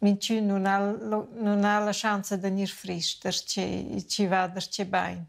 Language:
Romansh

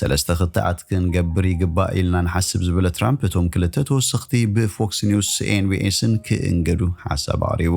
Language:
Tigrinya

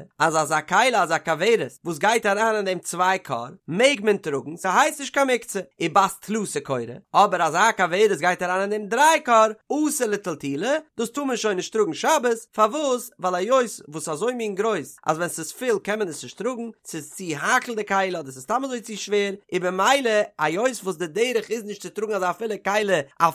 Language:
Yiddish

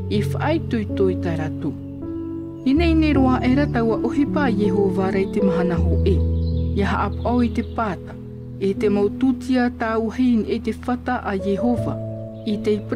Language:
Tahitian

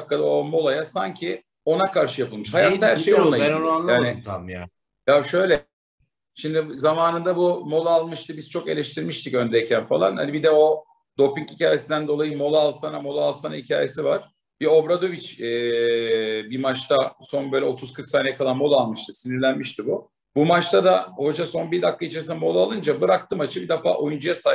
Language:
Turkish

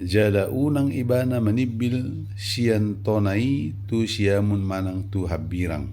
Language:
Batak Toba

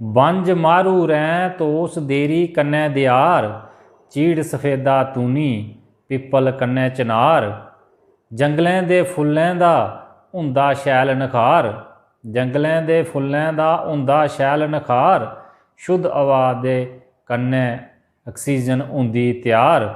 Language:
Dogri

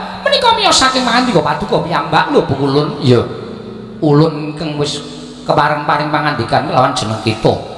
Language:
Javanese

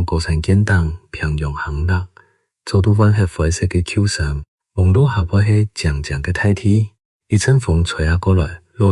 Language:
Hakka Chinese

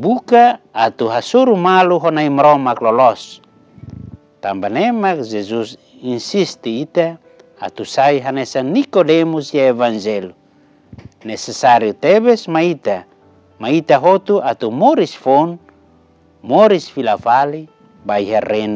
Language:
Tetum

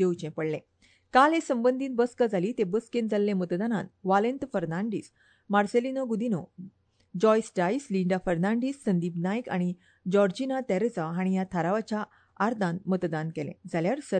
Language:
Konkani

